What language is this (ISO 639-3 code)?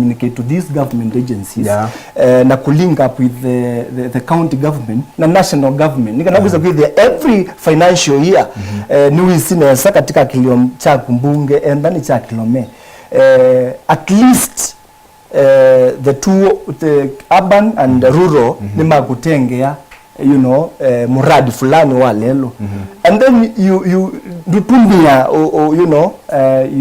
kam